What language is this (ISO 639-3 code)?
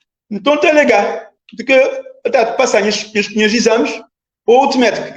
kea